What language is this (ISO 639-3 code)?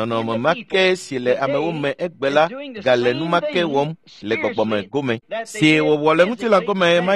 ewe